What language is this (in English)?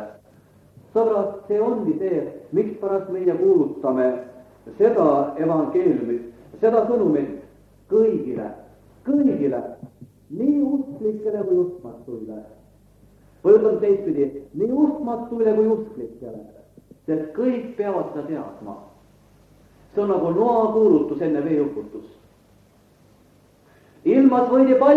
Estonian